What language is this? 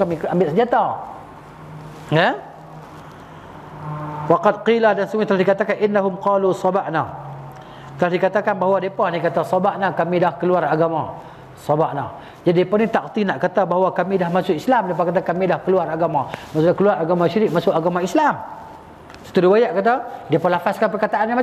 Malay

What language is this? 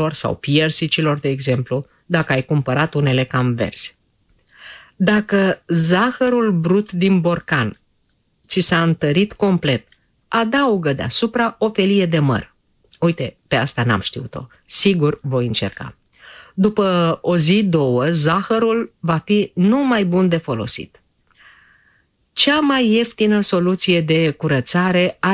Romanian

